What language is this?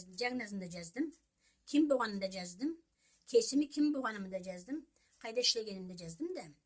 Karachay-Balkar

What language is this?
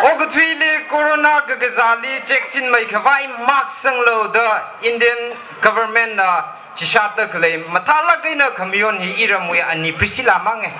Tangkhul Naga (India)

